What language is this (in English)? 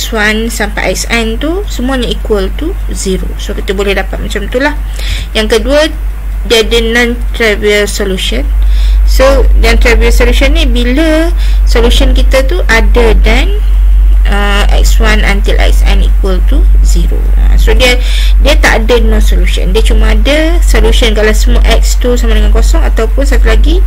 Malay